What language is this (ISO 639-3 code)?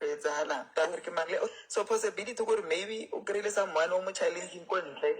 sot